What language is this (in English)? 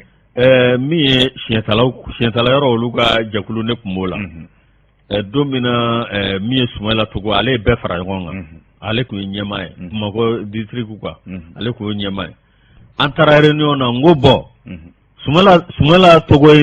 Bambara